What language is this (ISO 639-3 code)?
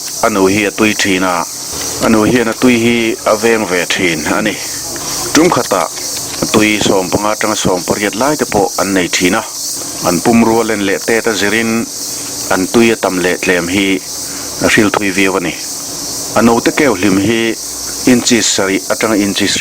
lus